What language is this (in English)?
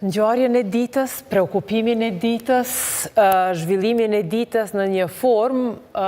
Albanian